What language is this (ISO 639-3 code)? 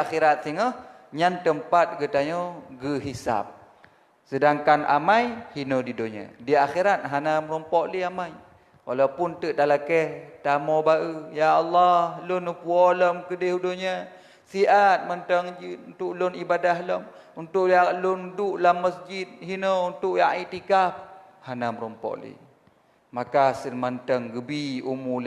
ace